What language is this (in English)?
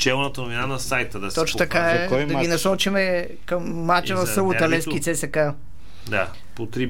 Bulgarian